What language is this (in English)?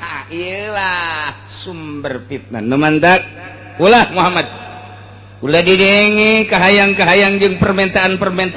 Sundanese